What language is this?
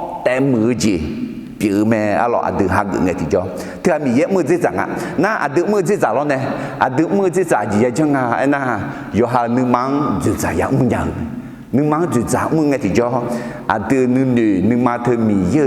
Akha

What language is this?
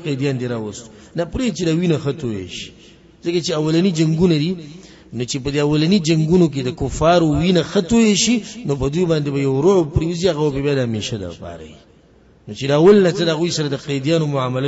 Pashto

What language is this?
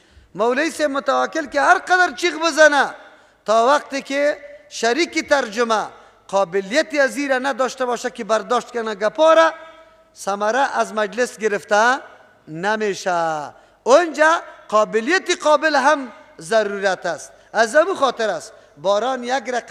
Persian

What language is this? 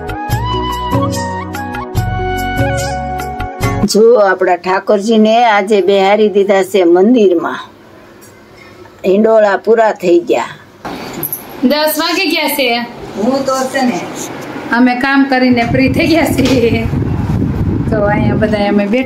Gujarati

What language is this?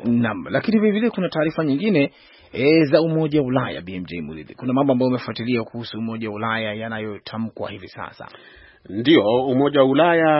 Swahili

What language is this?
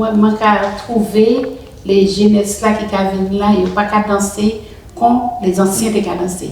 Guadeloupean Creole French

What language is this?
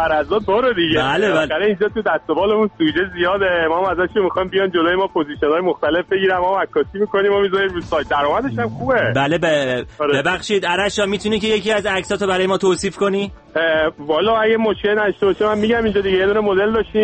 Persian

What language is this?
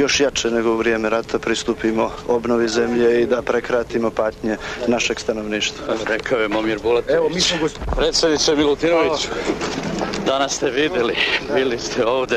Serbian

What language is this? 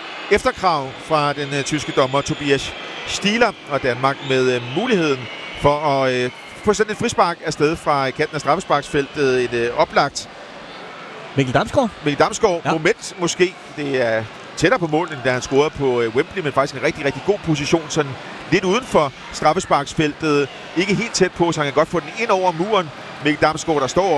Danish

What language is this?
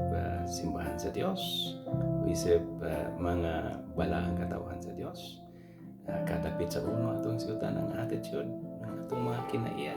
Cebuano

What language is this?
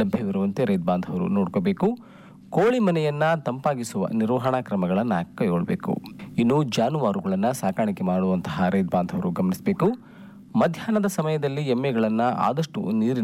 Kannada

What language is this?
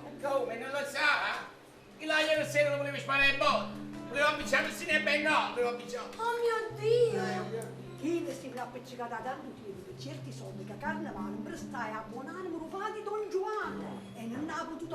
Neapolitan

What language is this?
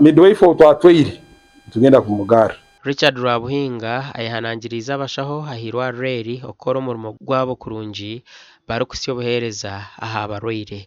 Nyankole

